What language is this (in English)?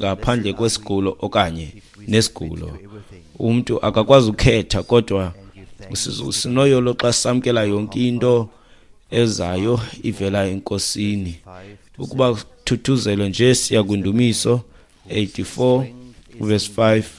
Xhosa